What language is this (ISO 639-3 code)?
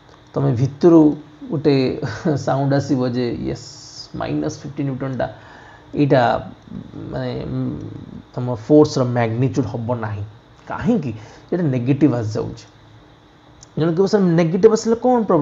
ori